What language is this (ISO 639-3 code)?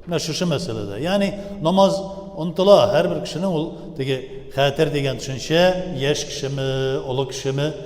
tat